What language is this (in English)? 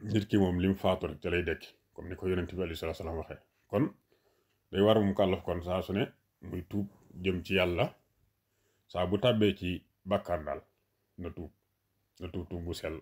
Wolof